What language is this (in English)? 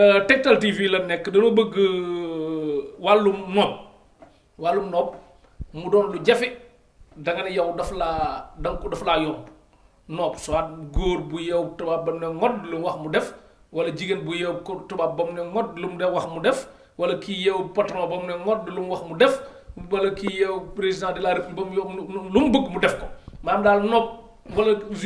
Wolof